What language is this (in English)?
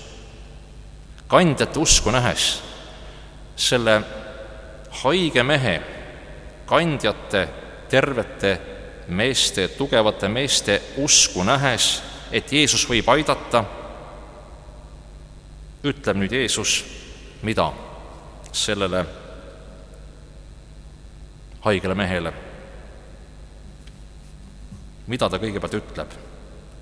Estonian